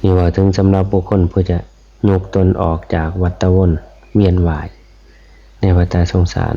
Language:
Northeastern Thai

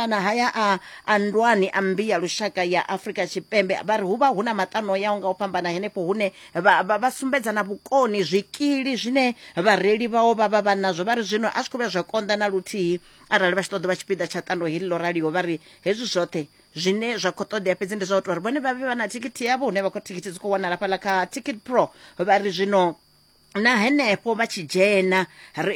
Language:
Venda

